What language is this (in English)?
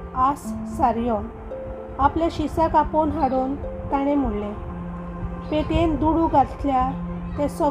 Konkani